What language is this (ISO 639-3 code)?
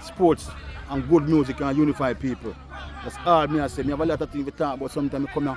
jam